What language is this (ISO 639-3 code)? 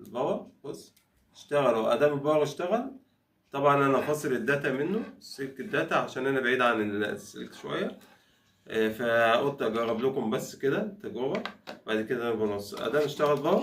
arz